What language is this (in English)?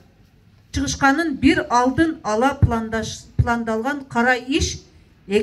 Kyrgyz